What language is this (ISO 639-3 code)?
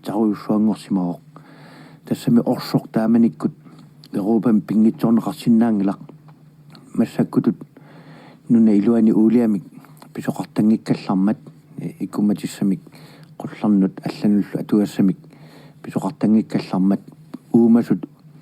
kal